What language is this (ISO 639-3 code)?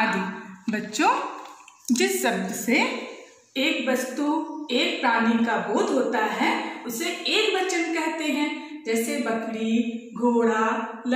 hin